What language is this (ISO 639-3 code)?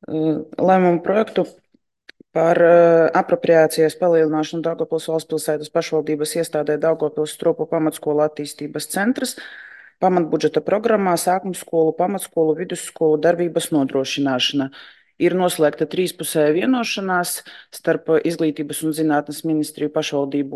lav